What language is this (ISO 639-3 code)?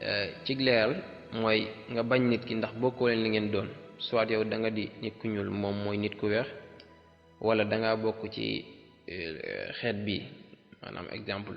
wol